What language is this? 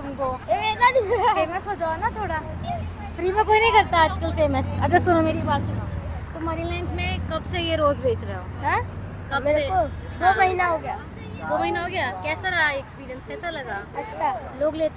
Hindi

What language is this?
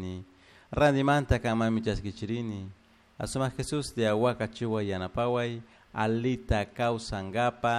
Chimborazo Highland Quichua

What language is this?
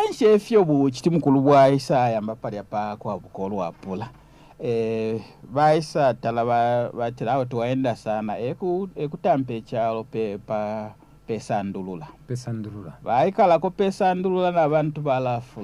Bemba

